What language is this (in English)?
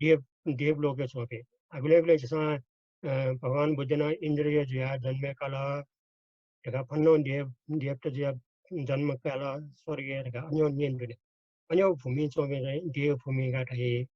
Newari